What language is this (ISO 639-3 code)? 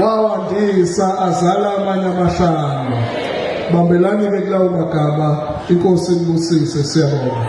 zul